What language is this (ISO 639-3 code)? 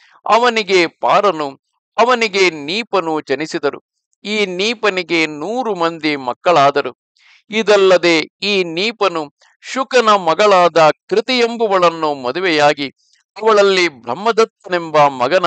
kan